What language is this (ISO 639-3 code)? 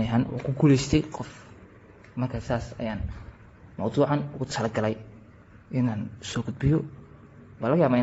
som